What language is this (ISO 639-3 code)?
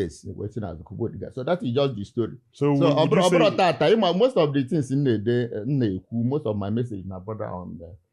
ibo